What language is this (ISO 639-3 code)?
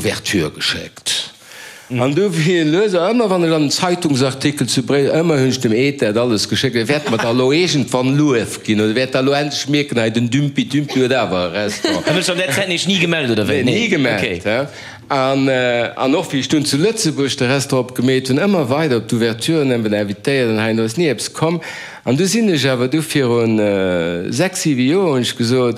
ltz